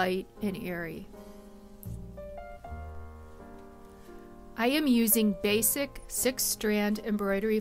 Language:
English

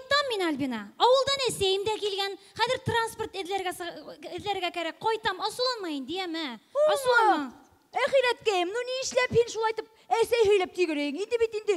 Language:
Bashkir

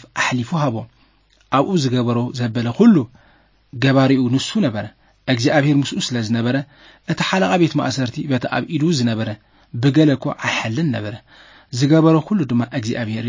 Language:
Tigrinya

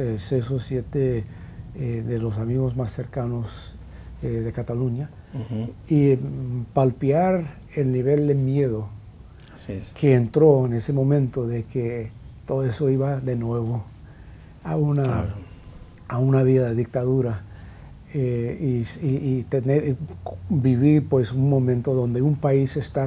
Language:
Spanish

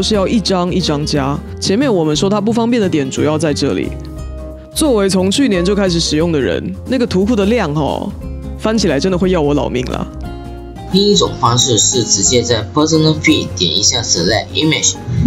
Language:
Chinese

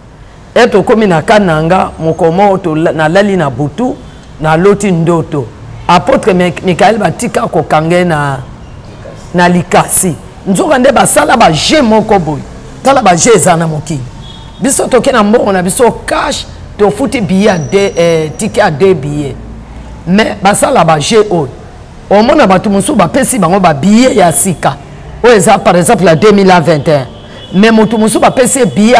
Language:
Lingala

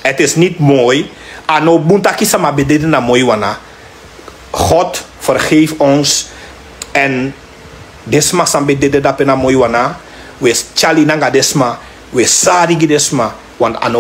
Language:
Sranan Tongo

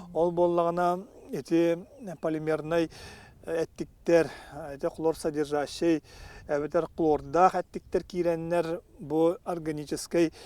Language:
Yakut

